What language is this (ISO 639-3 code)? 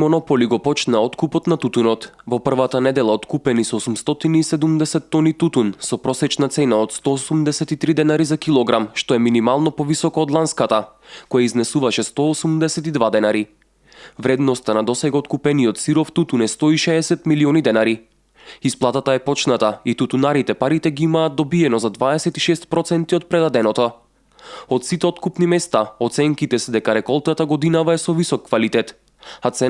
mkd